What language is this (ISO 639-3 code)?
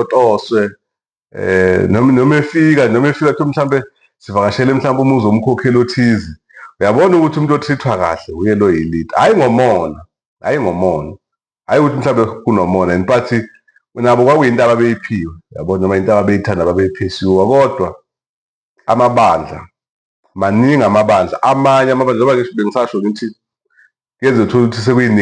zul